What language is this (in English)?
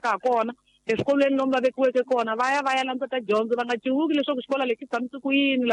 Tsonga